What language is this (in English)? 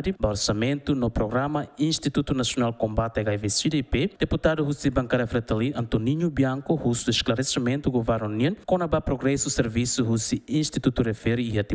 Tetum